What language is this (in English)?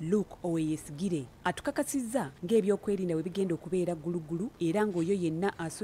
Ganda